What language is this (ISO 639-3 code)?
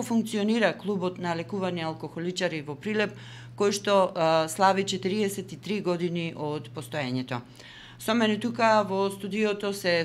mkd